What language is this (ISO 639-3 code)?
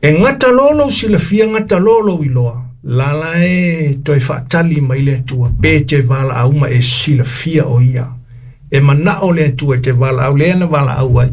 smo